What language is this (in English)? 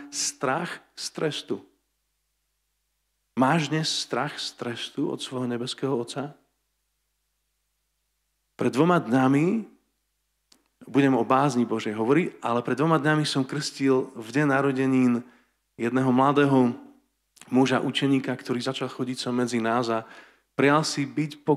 Slovak